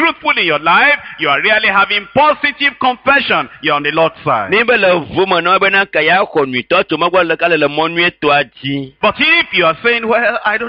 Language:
Ewe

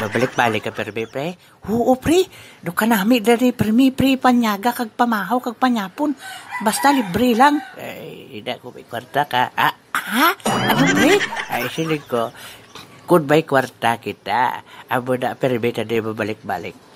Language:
Hiligaynon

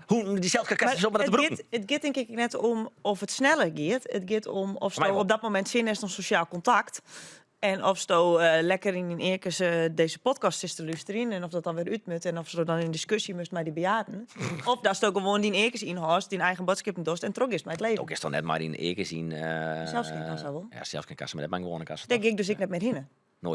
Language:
Western Frisian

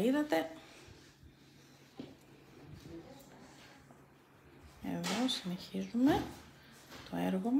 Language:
Greek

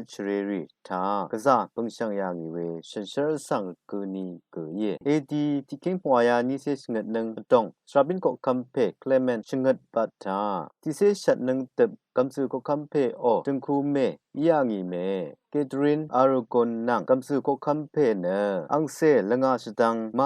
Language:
Rawang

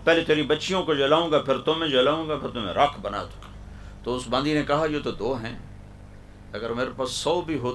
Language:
Urdu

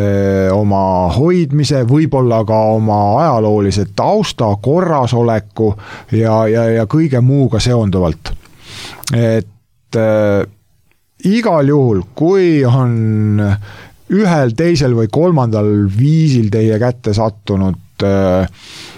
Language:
Estonian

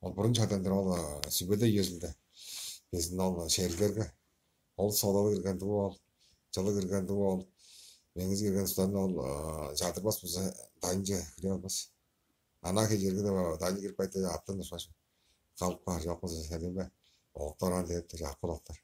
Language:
Tuvinian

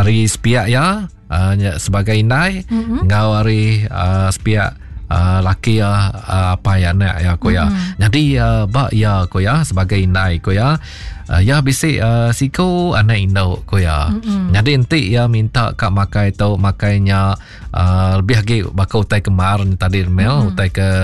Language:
Iban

